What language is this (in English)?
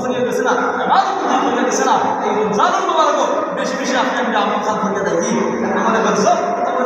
Sylheti